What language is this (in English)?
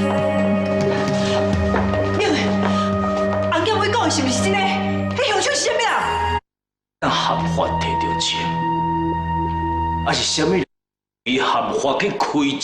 Min Nan Chinese